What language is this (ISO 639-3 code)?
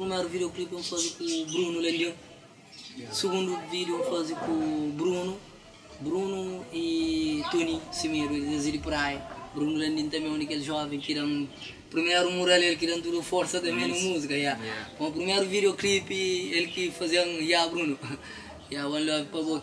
kea